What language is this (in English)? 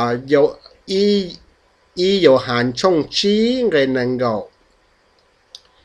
Vietnamese